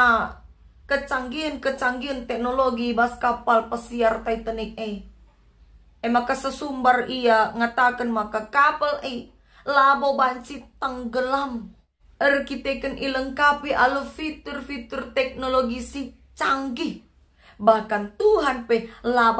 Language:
Batak Karo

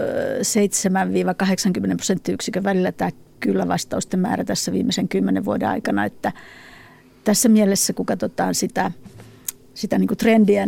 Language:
Finnish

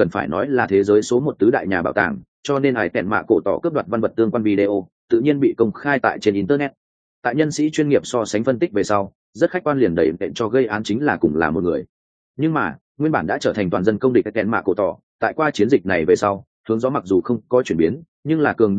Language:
Vietnamese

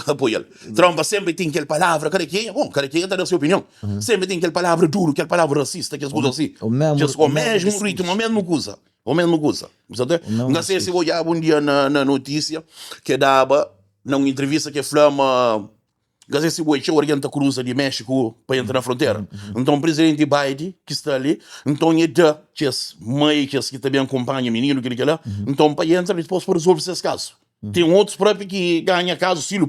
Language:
Kabuverdianu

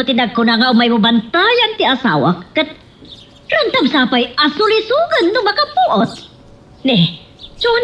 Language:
Iloko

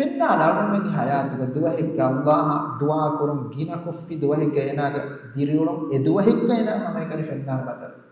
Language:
Divehi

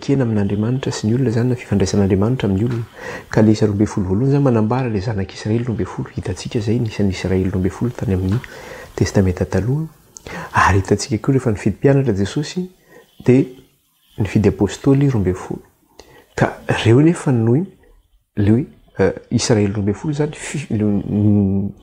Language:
Malagasy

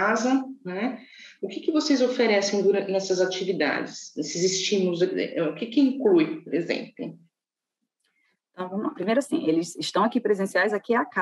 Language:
Portuguese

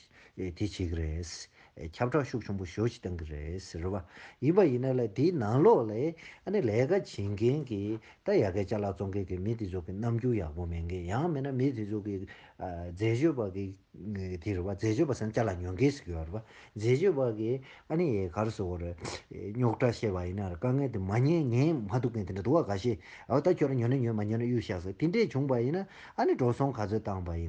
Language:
Tibetan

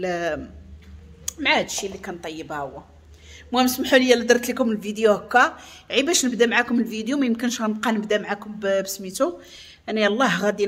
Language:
Moroccan Arabic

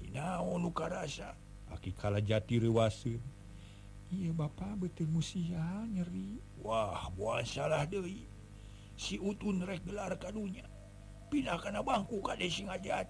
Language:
Sundanese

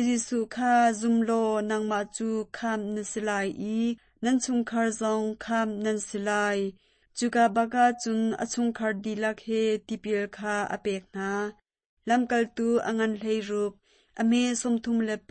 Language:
Hakha Chin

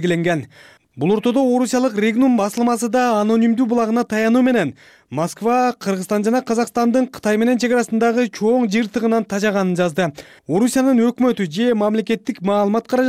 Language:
Kyrgyz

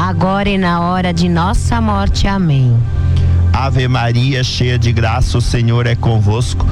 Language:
Portuguese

